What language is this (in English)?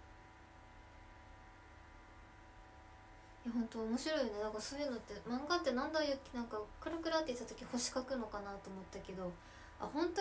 Japanese